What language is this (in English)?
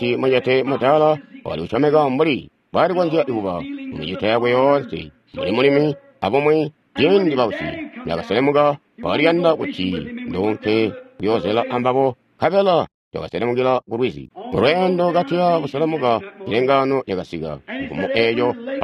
Tonga (Zambia)